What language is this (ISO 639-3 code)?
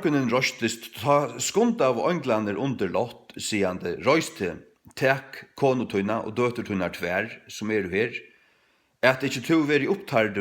fao